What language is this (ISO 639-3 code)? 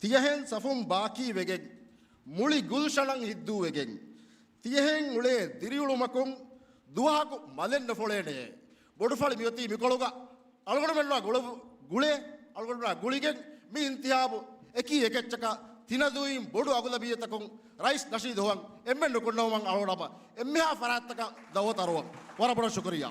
div